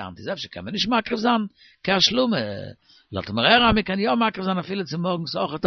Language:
Yiddish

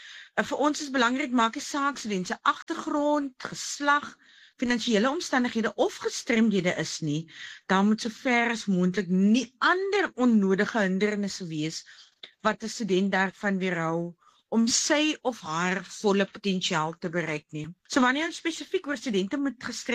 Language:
Afrikaans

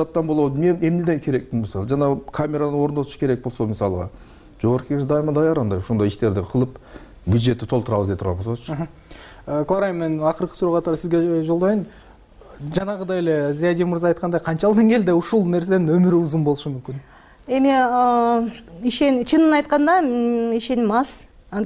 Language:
Kyrgyz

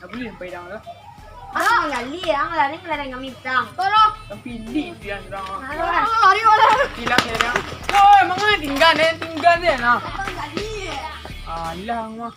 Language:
Minangkabau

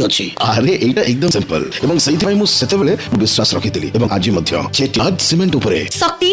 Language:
Odia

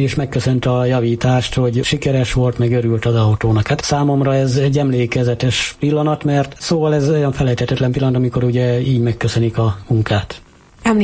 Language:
Hungarian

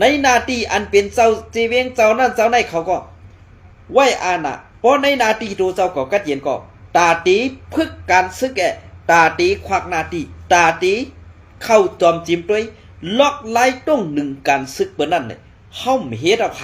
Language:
Shan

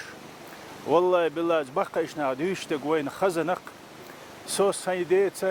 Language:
Chechen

